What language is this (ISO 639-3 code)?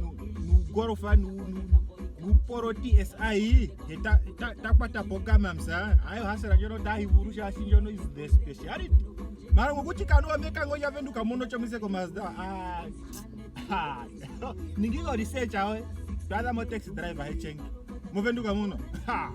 ndo